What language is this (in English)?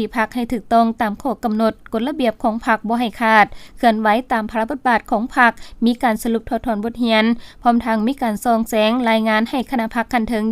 Lao